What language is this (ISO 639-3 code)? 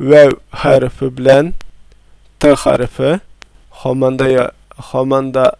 tat